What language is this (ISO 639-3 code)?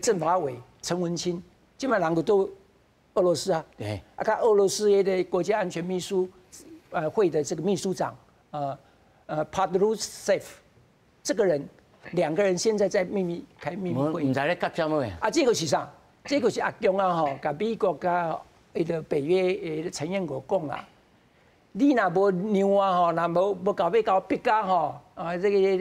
nan